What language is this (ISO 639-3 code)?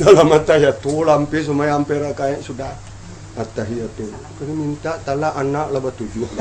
min